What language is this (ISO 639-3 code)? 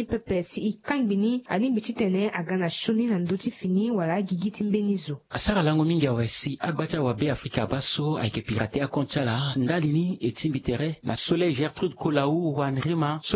sag